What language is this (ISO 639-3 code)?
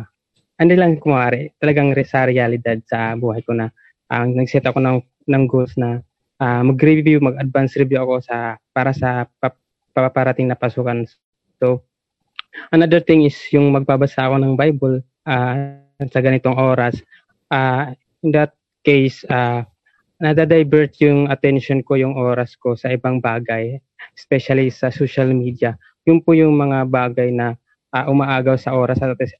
fil